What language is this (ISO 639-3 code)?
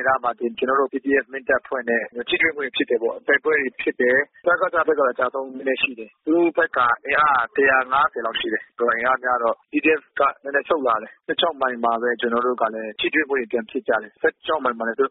mya